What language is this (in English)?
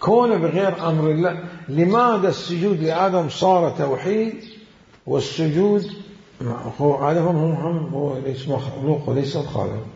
Mesopotamian Arabic